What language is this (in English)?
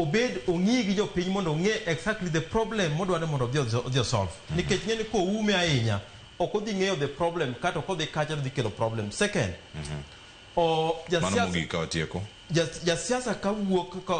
Luo (Kenya and Tanzania)